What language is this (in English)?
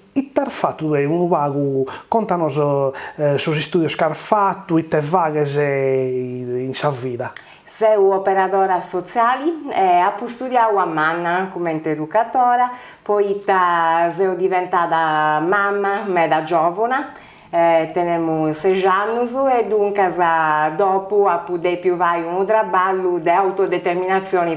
Sardinian